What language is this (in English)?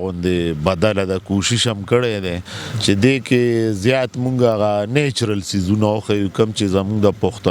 Pashto